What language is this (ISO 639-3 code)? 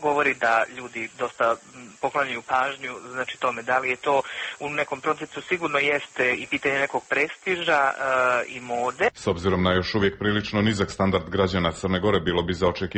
srp